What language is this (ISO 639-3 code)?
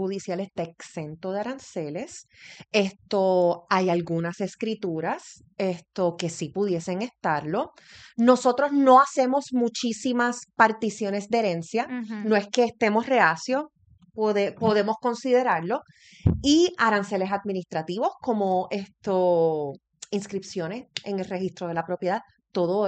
spa